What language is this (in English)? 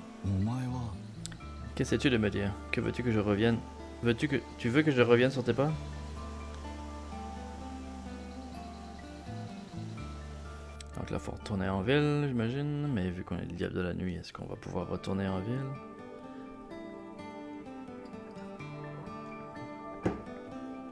French